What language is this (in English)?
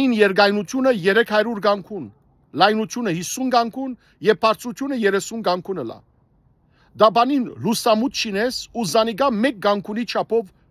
Western Armenian